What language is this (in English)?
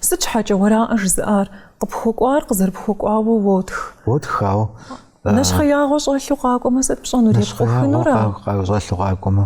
Kabardian